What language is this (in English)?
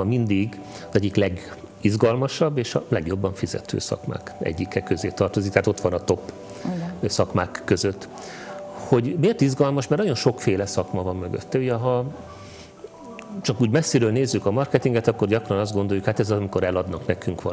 Hungarian